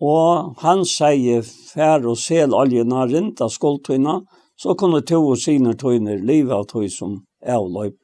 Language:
Faroese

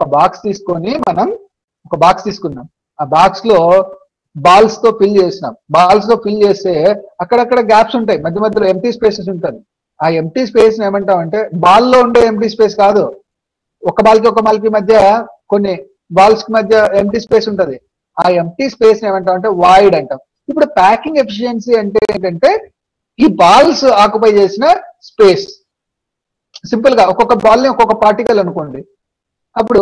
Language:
Telugu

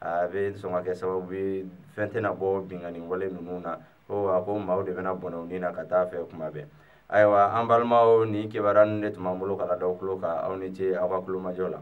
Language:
Bambara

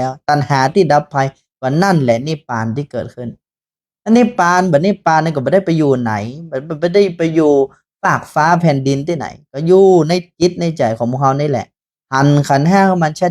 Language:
Northern Thai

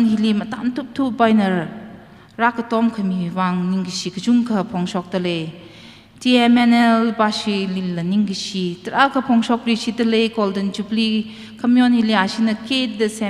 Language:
Tangkhul Naga (India)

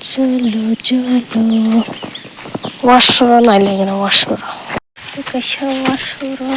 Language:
Kok Borok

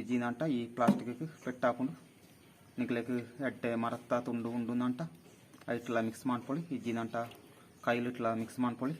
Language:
Tulu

